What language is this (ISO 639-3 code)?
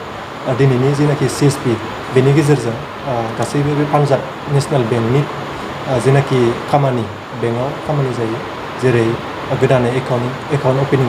brx